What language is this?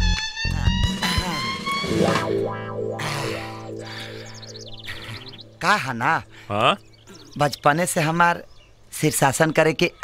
Bhojpuri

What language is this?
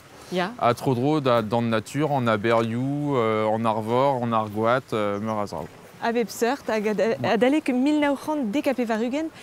Breton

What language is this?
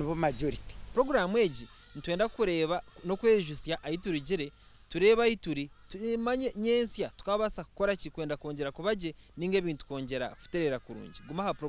Nyankole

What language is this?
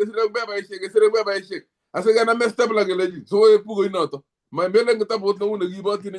Kalenjin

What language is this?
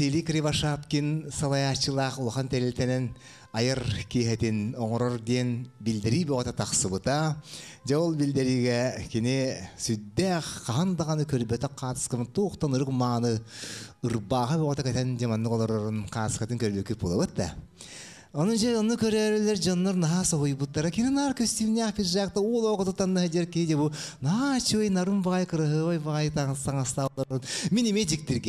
Yakut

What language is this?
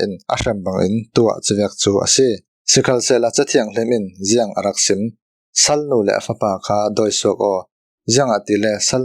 Falam Chin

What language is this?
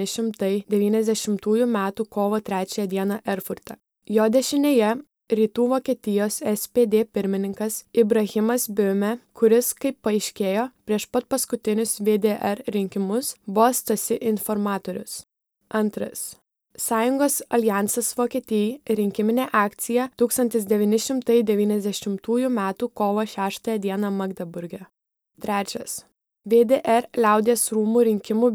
Lithuanian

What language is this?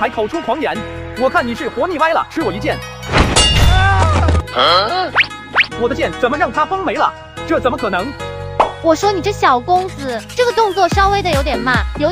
Chinese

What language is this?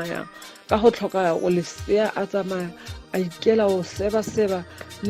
Tswana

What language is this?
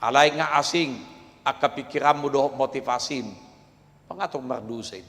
Batak Toba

